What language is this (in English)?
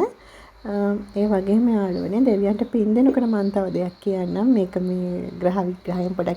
Sinhala